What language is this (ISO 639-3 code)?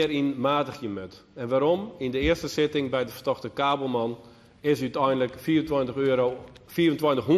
fry